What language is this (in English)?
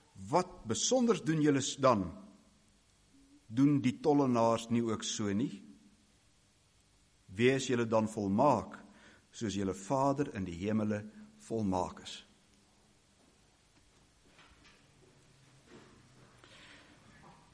Afrikaans